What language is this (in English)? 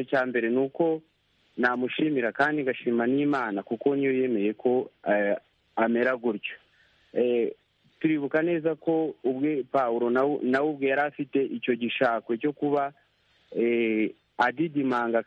Kinyarwanda